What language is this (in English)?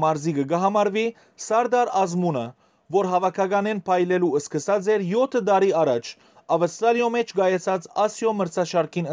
Western Armenian